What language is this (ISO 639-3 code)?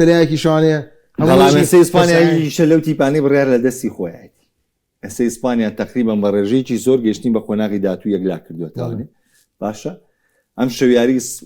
ckb